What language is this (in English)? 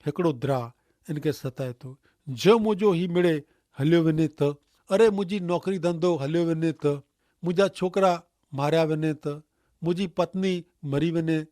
Kachhi